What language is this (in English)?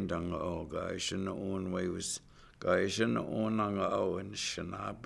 Chippewa